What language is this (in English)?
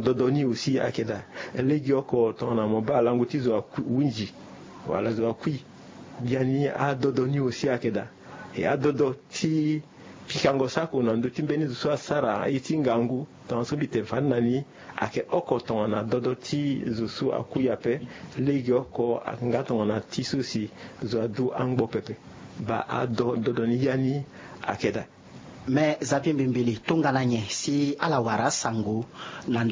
Sango